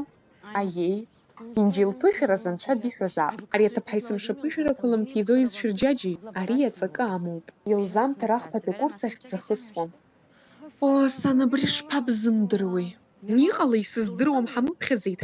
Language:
Abkhazian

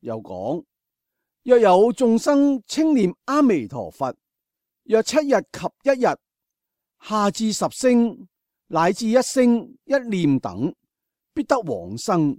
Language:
Cantonese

